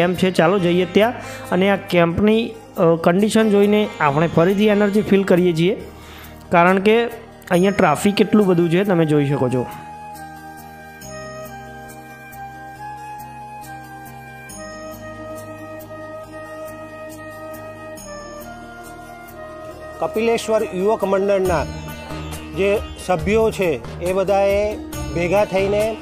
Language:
Gujarati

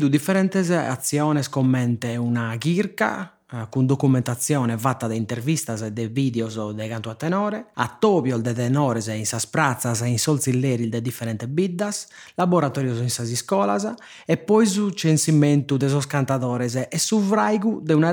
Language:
Sardinian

